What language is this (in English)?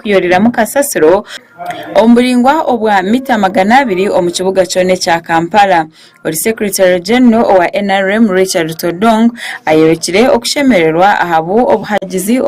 Nyankole